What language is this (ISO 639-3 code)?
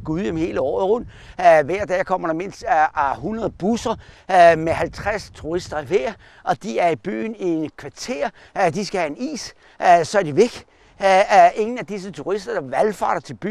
dan